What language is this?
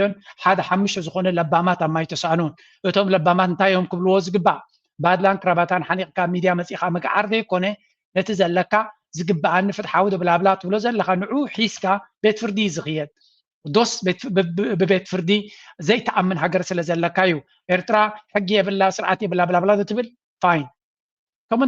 Tigrinya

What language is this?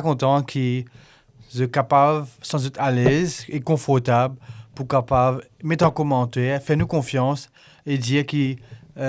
Morisyen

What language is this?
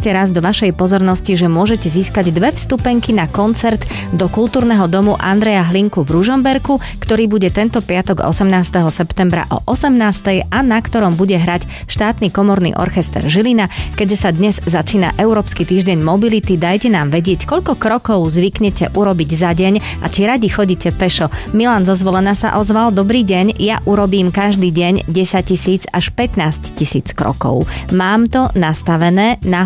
Slovak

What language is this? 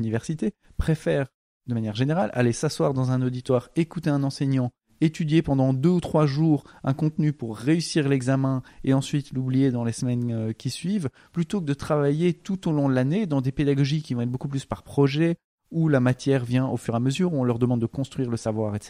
French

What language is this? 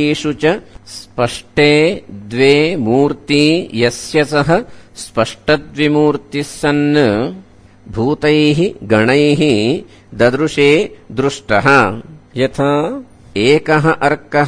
Sanskrit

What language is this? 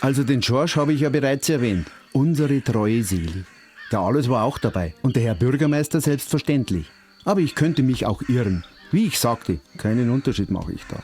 Bavarian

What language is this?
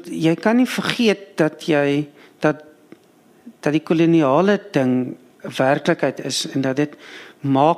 Afrikaans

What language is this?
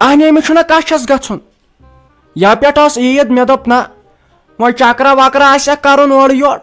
Kashmiri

